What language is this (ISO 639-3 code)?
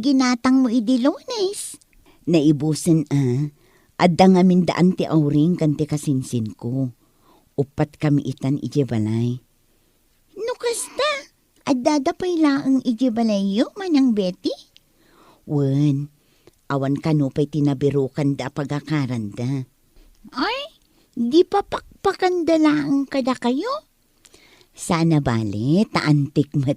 ilo